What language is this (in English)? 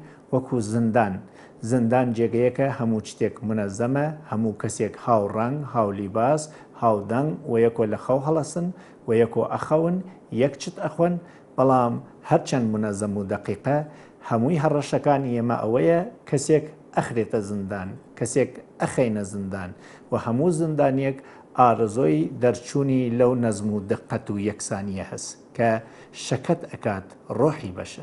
Central Kurdish